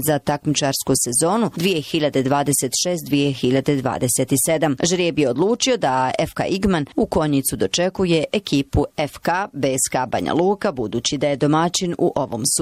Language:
Bosnian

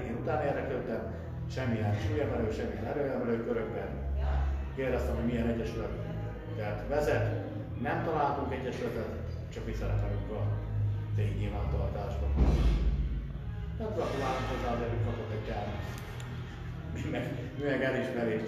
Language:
Hungarian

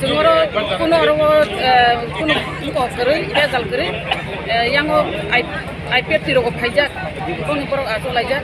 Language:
Kok Borok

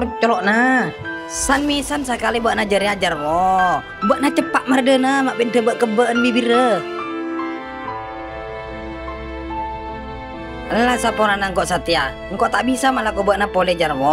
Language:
Madurese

